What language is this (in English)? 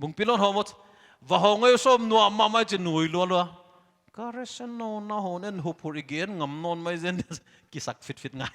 Paite Chin